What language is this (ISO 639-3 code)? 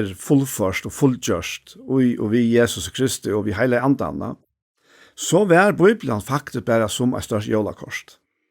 fao